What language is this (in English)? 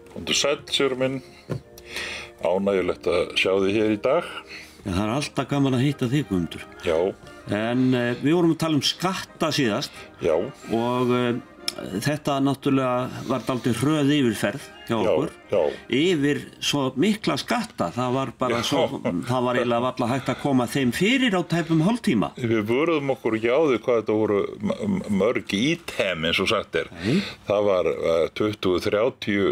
Icelandic